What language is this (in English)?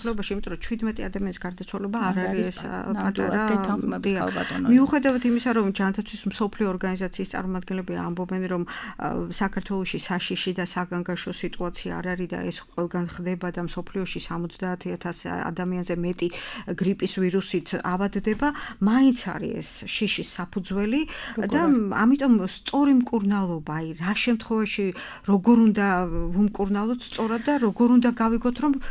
Georgian